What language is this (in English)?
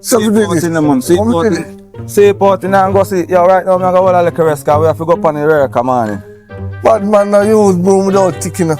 Jamaican Creole English